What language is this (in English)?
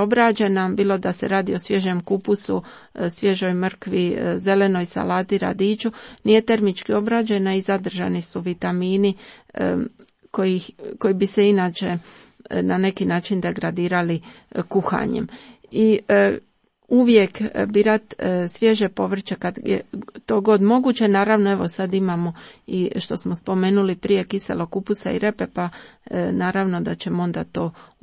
Croatian